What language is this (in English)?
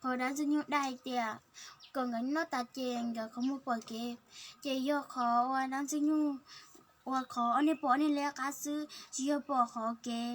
Hmong